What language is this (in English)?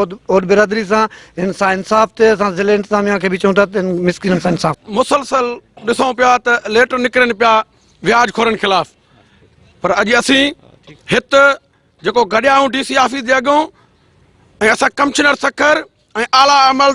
Sindhi